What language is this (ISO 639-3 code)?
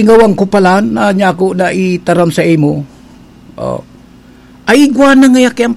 bik